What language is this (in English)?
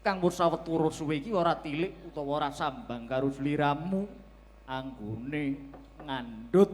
Javanese